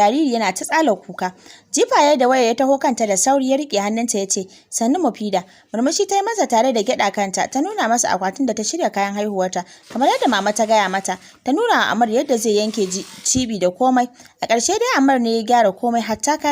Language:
Hausa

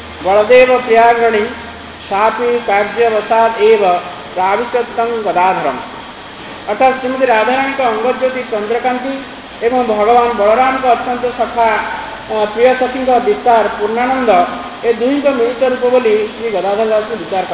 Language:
Odia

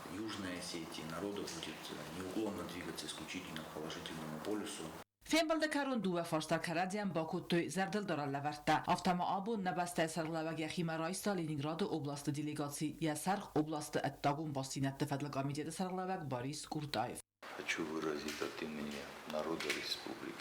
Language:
Ossetic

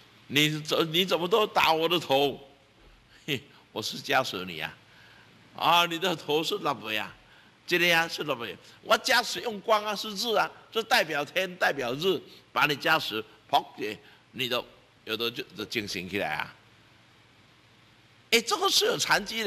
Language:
Chinese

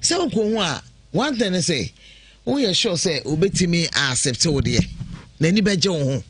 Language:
Akan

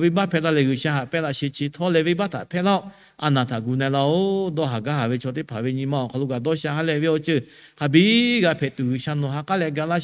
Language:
Lahu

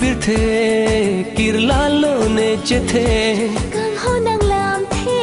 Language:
Karbi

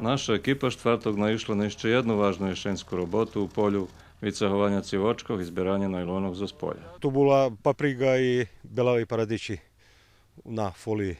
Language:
Rusyn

